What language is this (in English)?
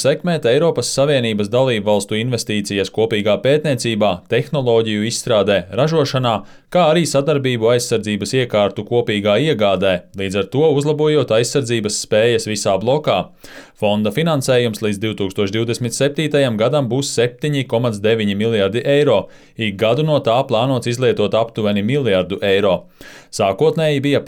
Latvian